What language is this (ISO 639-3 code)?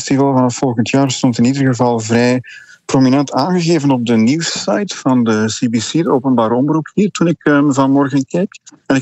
nld